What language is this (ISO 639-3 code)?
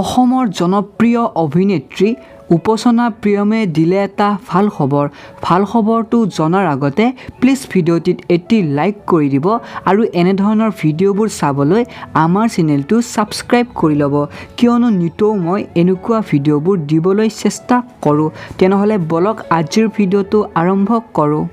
asm